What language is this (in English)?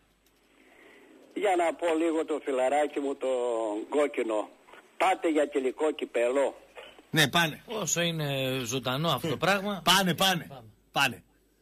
Greek